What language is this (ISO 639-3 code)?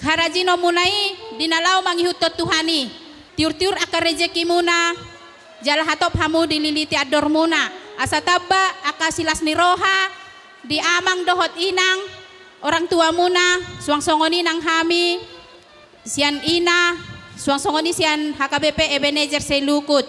bbc